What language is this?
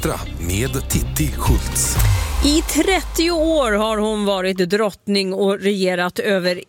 Swedish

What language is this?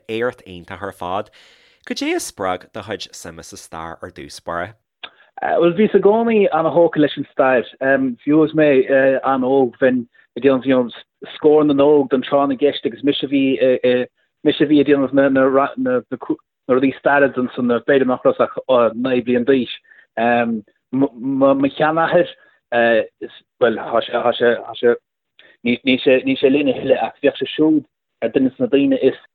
Irish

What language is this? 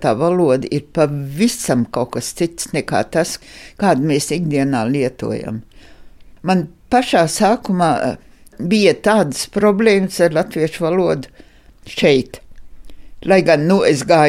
Latvian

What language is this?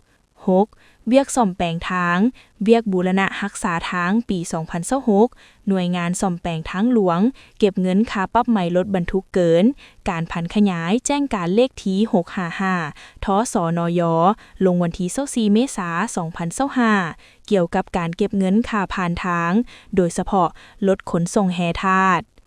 Lao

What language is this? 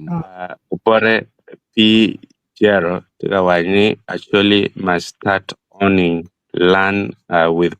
Acoli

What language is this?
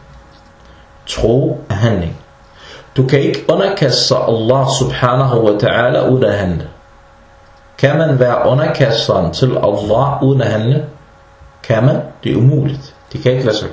Danish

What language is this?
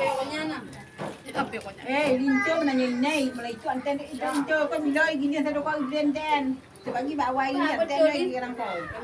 Achinese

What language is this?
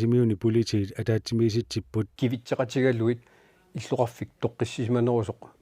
Kalaallisut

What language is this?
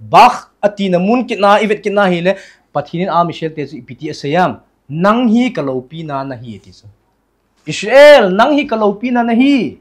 Thado Chin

